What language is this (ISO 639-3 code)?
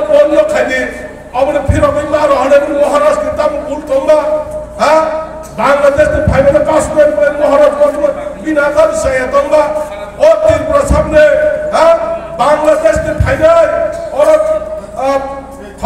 trp